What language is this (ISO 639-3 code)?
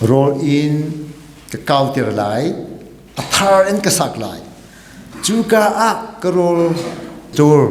cnh